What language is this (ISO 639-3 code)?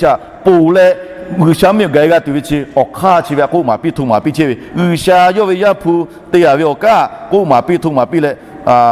lhu